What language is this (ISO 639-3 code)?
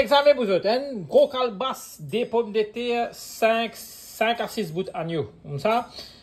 mfe